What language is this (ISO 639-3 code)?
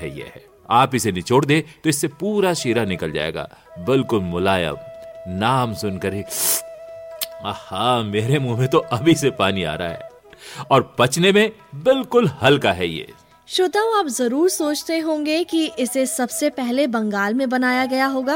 hin